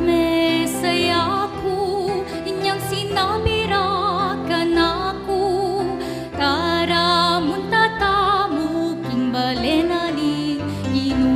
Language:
Pampanga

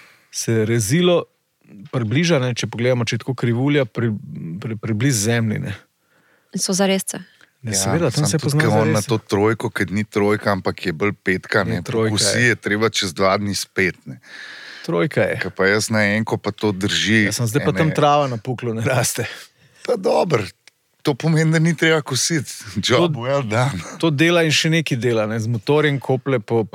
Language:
Slovenian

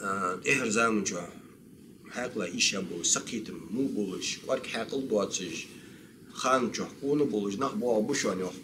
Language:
Ingush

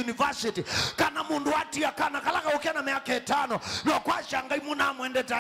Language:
Kamba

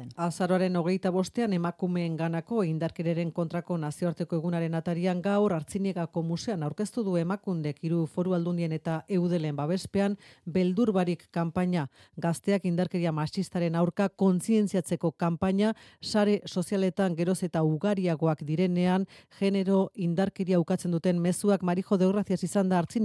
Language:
Basque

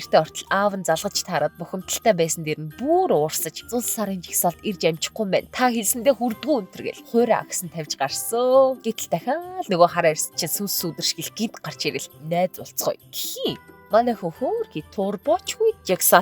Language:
Mongolian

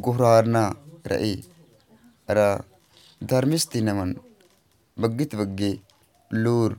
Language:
Kurukh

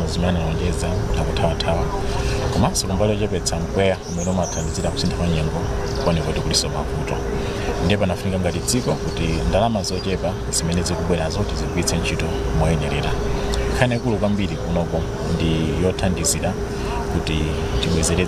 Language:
Nyanja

